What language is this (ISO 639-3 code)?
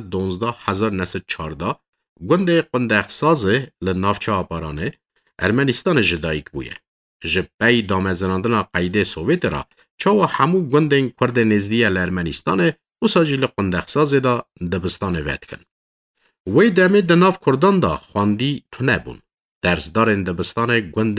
kur